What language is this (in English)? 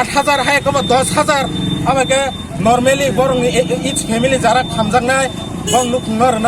Kok Borok